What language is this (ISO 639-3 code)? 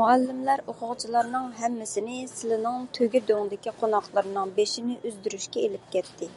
uig